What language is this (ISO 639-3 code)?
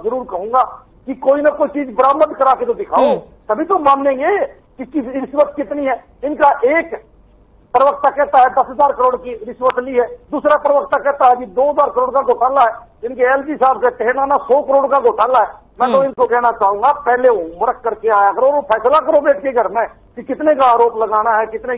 hin